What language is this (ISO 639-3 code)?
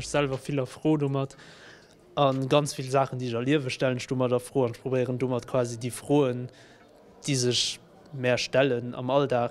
ltz